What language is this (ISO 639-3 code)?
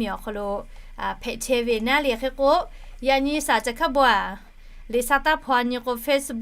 lhu